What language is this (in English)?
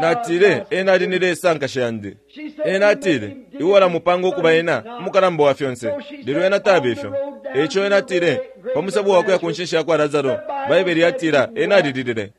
Bemba